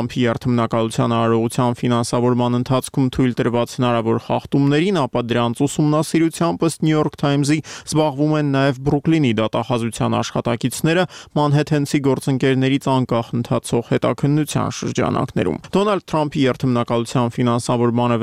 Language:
Armenian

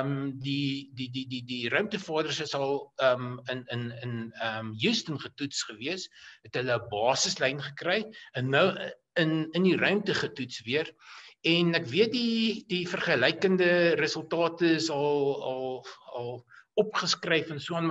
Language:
Afrikaans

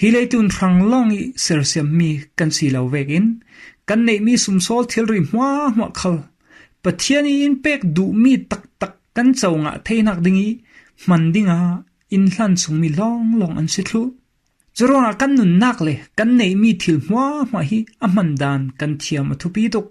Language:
Falam Chin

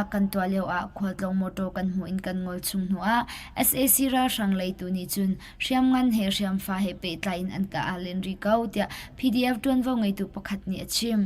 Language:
Hakha Chin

